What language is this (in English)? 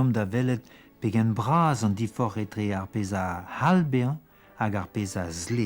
Breton